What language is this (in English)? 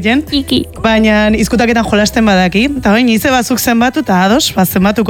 Basque